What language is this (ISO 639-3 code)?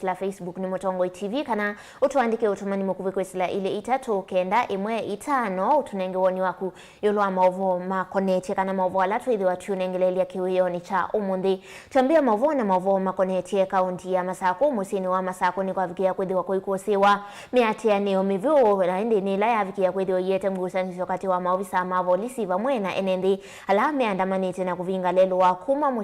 kam